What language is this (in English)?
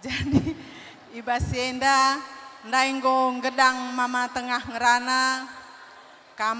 Batak Karo